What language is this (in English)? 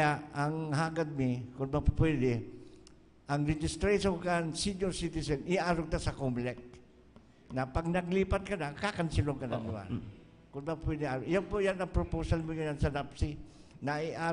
Bikol